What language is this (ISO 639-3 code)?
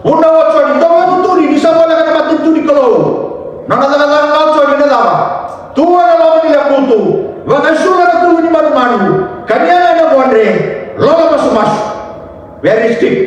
fij